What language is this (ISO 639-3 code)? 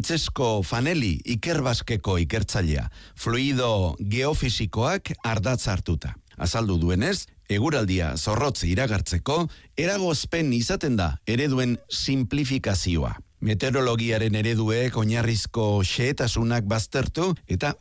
eus